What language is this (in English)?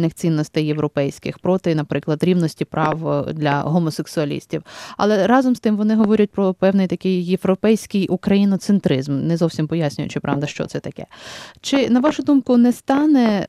Ukrainian